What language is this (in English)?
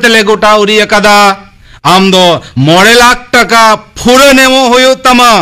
Santali